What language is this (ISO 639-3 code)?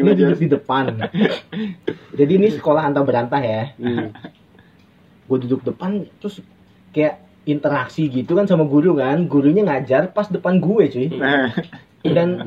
ind